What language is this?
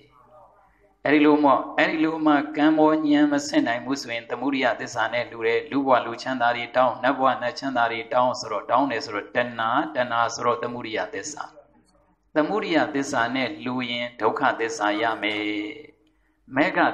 Burmese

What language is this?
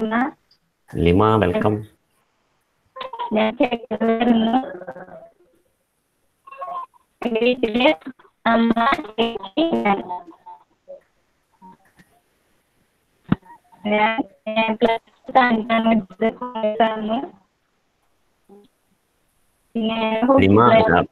Malayalam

